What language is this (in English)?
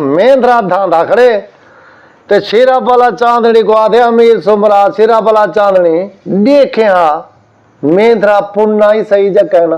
Saraiki